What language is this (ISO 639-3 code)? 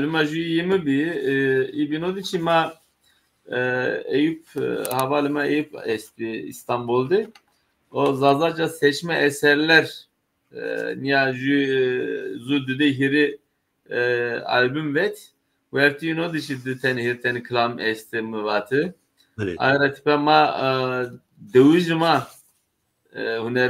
zza